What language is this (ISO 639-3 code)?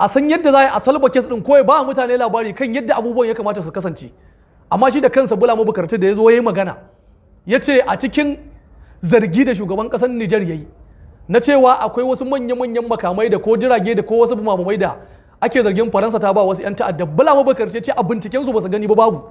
hau